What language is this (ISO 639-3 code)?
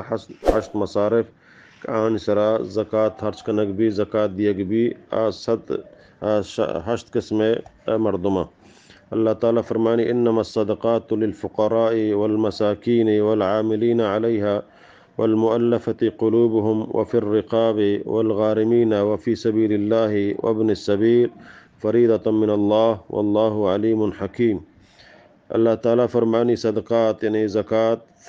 bal